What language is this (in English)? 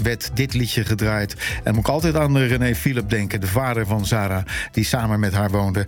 Dutch